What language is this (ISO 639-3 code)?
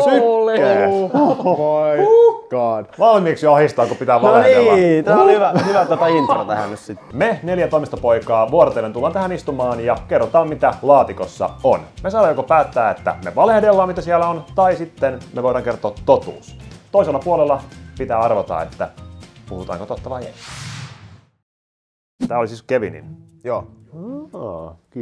fin